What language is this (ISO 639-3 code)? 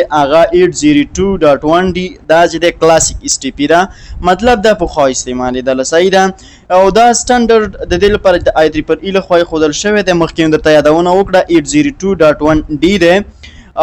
pus